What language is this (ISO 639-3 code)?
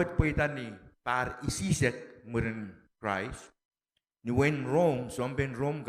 pon